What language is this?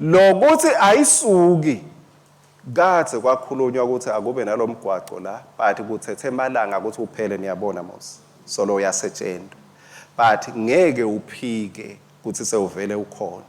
Swati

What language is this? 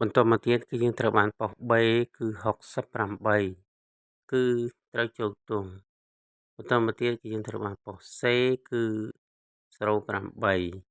Khmer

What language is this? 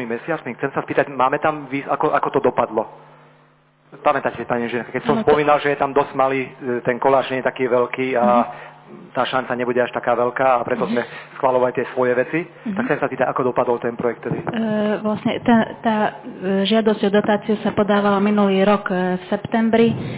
Slovak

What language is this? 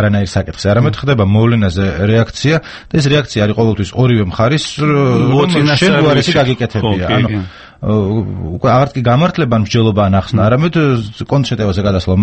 Georgian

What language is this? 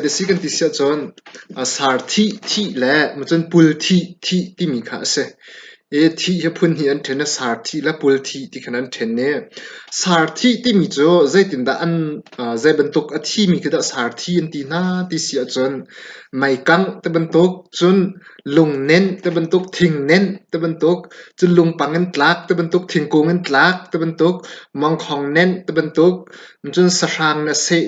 Hakha Chin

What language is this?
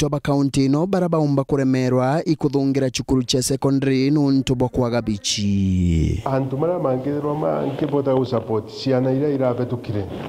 Meru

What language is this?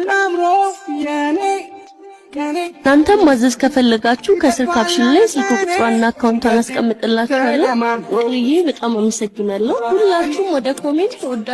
Amharic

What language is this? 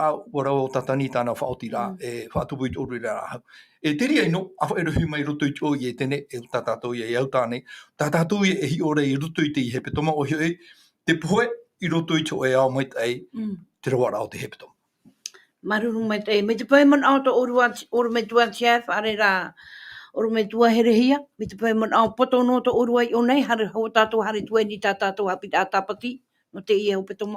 Tahitian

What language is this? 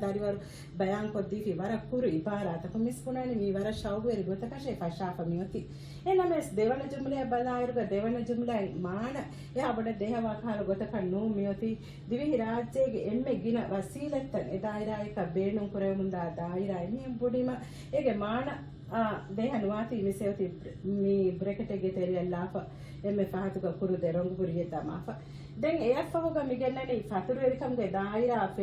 Divehi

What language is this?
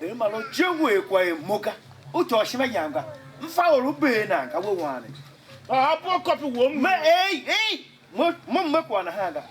Tiv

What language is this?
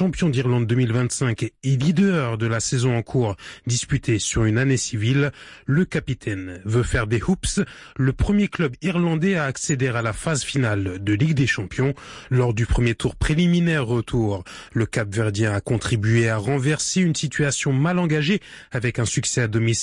French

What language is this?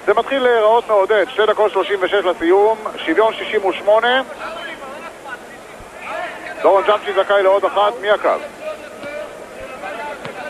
Hebrew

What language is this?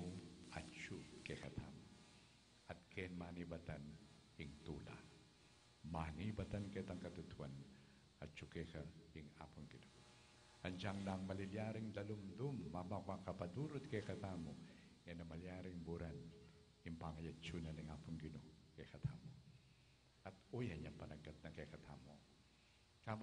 Pampanga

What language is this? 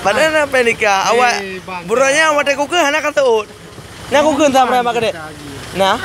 Achinese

